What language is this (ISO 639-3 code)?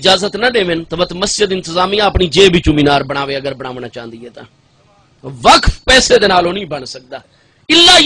skr